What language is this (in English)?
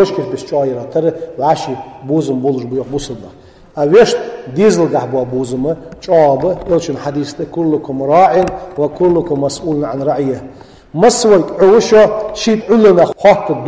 Ingush